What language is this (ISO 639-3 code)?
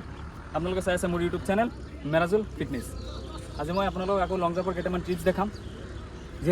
asm